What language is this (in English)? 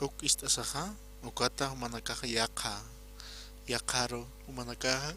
Aymara